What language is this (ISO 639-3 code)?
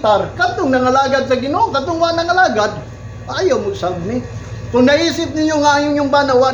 ceb